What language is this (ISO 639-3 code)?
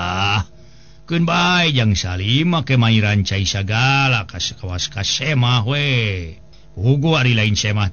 sun